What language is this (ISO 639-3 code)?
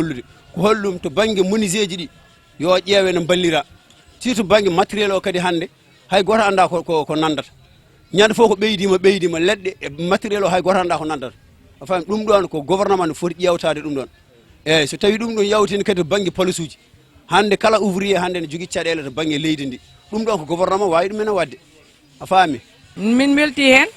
ful